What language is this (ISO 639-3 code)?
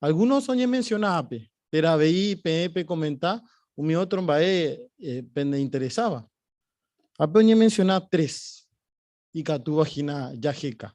grn